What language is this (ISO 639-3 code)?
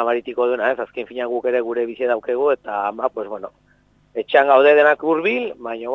eus